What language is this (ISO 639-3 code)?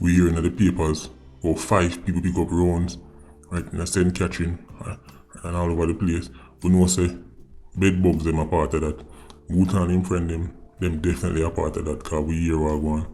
jam